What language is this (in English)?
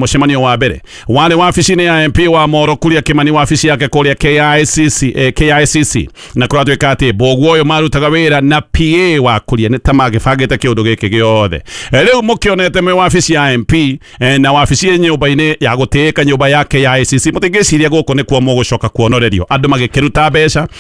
Kikuyu